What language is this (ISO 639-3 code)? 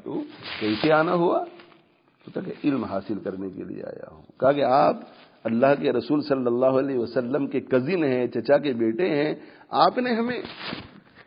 urd